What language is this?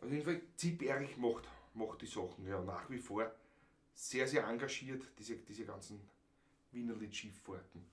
Bavarian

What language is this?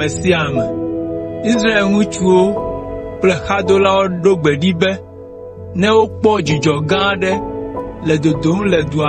Ewe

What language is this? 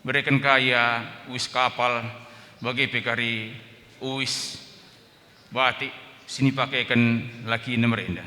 Batak Karo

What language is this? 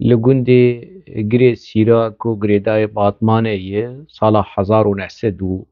Kurdish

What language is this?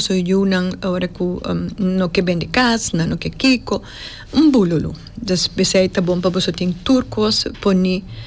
Papiamento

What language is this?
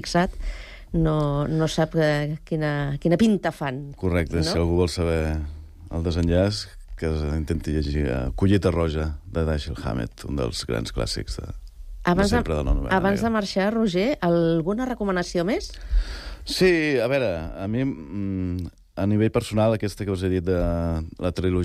Catalan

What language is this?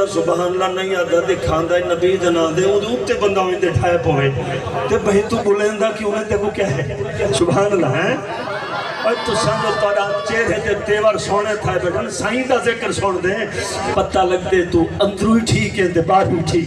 Saraiki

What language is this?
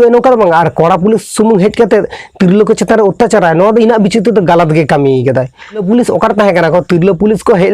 Santali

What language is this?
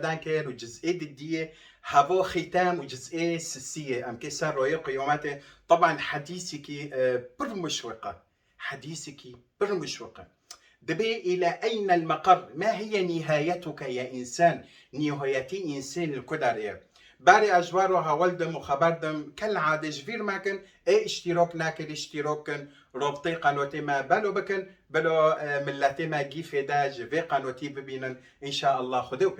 Kurdish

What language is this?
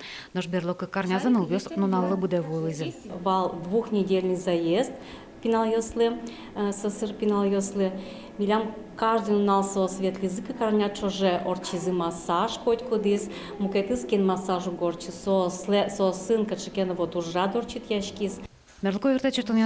Udmurt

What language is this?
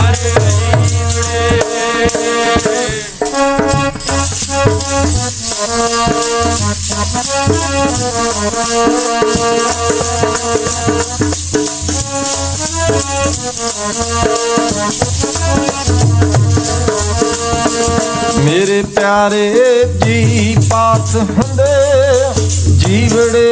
Punjabi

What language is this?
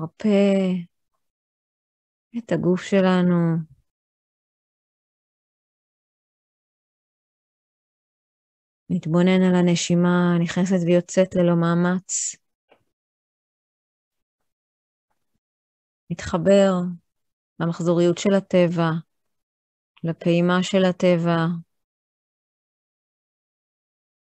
Hebrew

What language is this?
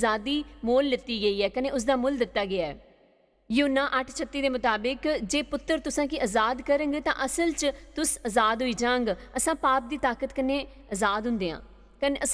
Dogri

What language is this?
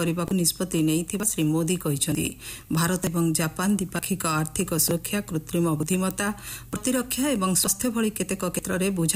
Odia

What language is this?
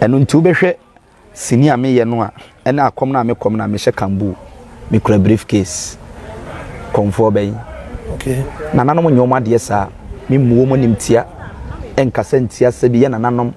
Akan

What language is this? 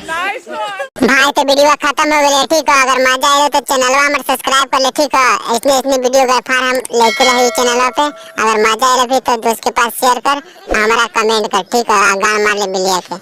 Magahi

